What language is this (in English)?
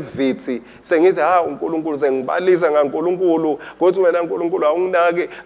Swati